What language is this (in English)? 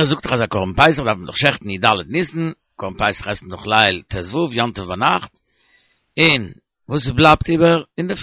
Yiddish